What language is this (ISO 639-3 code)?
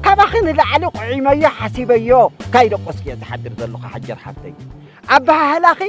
tir